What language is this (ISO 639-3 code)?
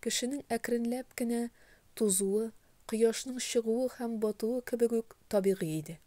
tat